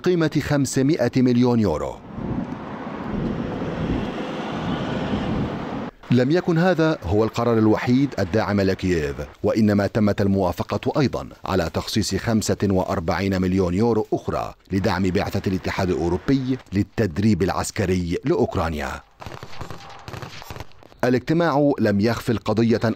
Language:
Arabic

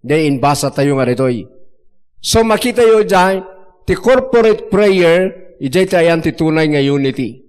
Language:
Iloko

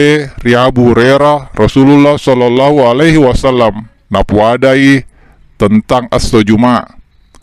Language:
Buginese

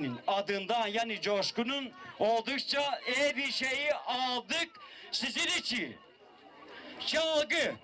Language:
Turkish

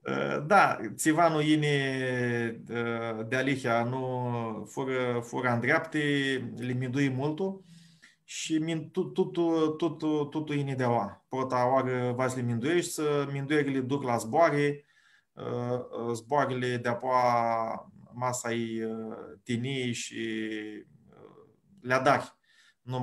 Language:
Aromanian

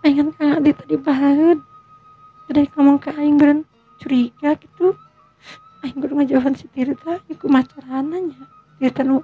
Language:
Sundanese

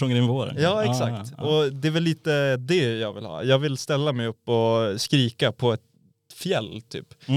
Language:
Swedish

